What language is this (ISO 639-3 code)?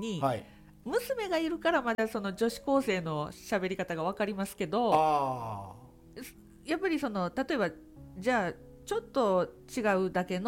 jpn